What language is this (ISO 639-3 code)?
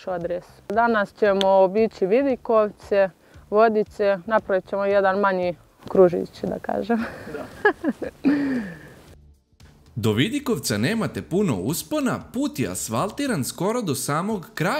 srp